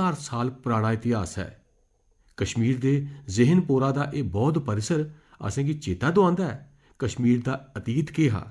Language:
Dogri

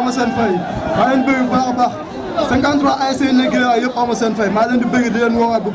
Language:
Wolof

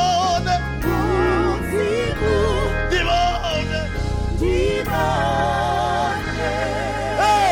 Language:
Venda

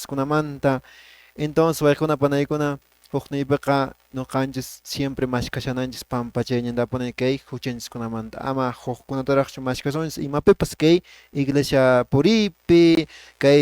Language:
Quechua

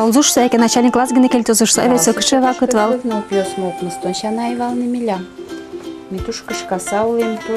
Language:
Udmurt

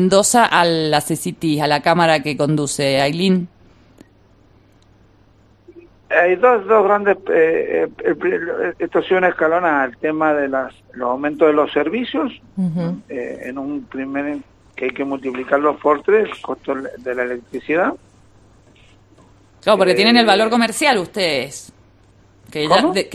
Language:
Spanish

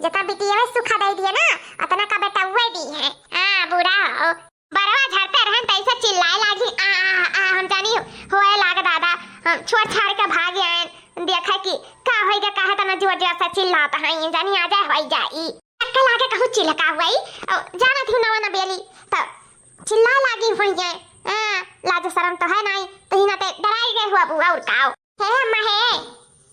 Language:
Awadhi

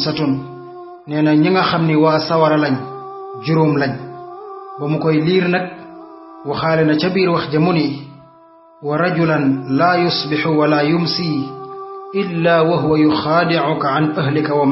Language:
Wolof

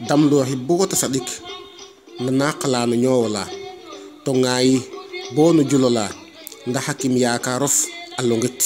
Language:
Serer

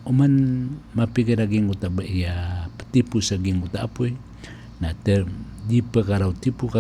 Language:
Maranao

